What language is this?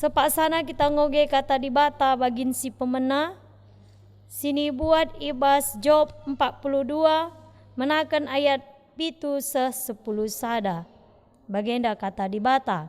Batak Karo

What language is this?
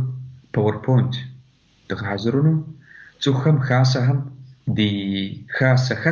Kabardian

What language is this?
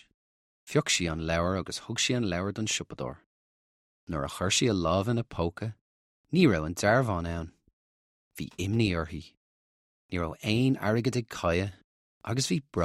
Irish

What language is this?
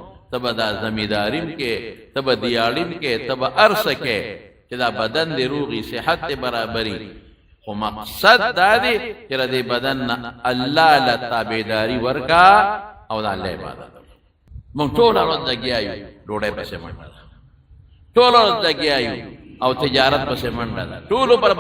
Pashto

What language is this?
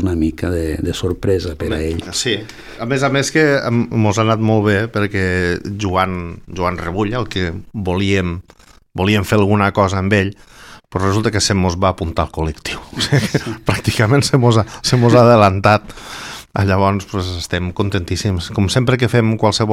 Catalan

